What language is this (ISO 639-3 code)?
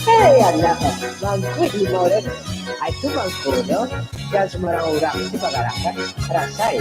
min